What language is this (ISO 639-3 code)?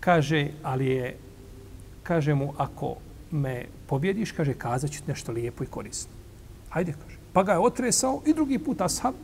bos